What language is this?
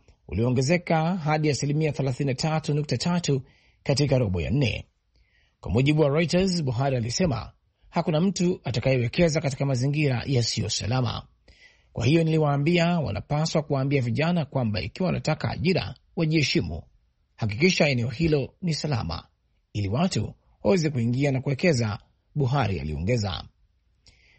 Swahili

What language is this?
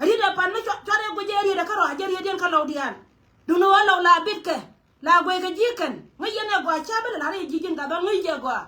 Nuer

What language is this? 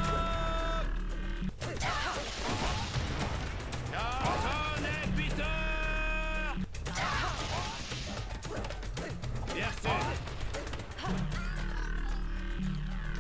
French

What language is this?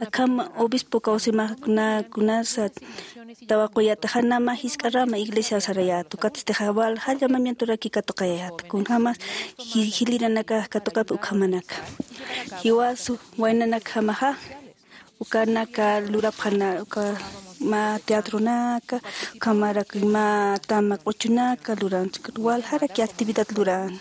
Aymara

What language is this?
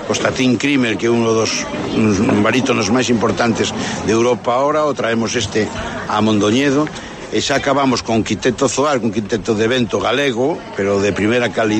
Galician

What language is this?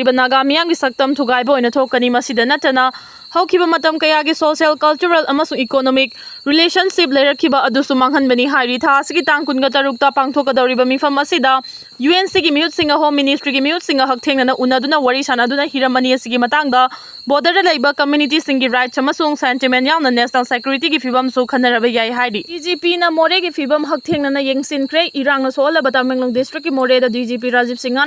Manipuri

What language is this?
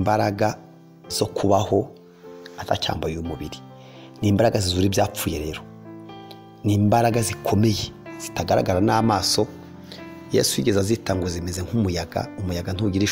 Kinyarwanda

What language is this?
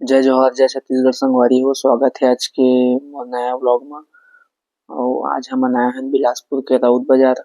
Chhattisgarhi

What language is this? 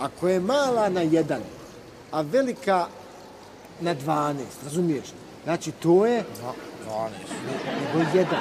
Bosnian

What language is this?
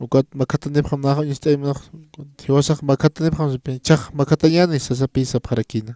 Aymara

